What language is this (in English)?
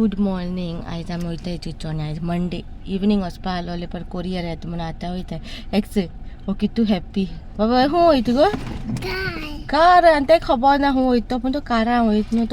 Konkani